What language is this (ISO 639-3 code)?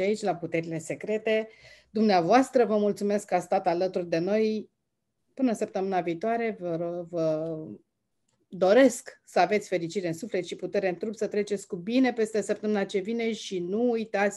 ron